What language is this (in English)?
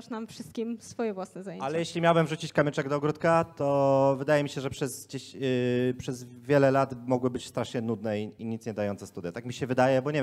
Polish